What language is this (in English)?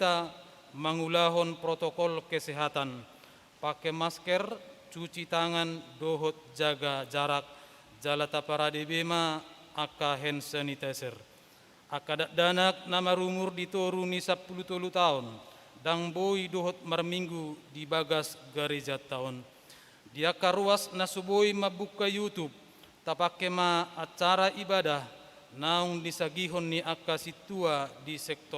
Batak Toba